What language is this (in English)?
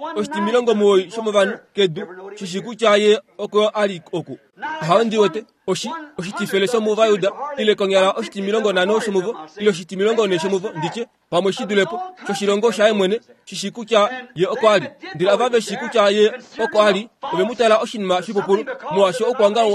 Kuanyama